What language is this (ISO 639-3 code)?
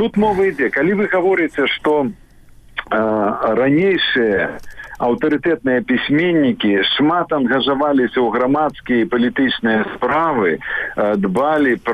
bel